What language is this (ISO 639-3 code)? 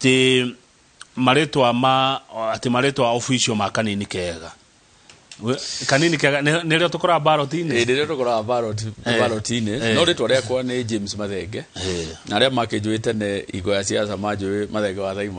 kik